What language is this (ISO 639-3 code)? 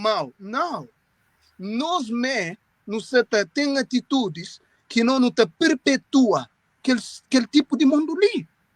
kea